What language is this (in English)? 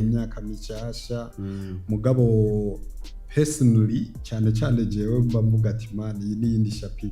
Rundi